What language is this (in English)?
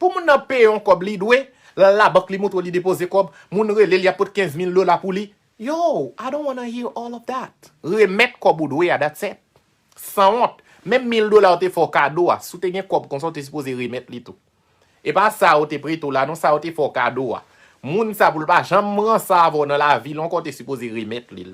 Haitian Creole